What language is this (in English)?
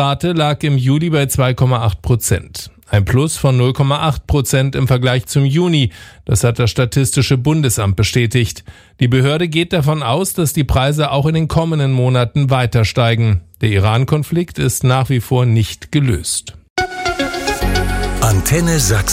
German